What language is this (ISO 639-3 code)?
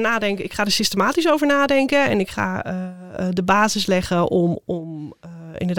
nld